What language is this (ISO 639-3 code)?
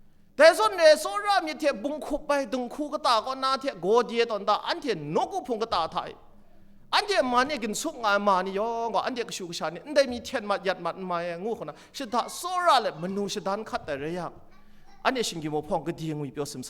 kac